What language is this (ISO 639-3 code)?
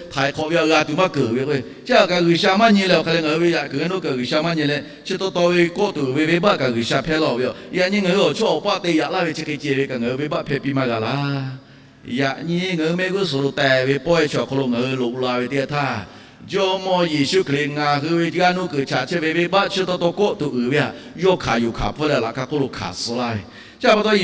lhu